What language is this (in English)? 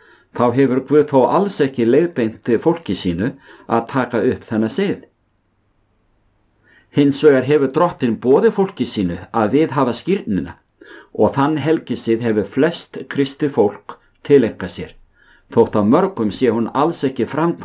Icelandic